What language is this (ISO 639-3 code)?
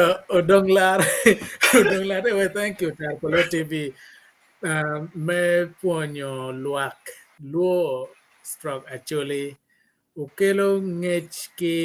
ach